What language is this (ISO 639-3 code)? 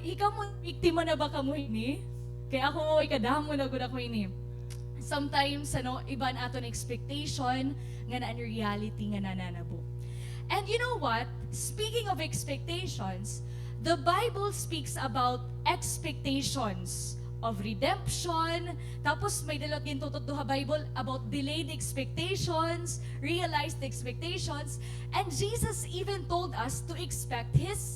war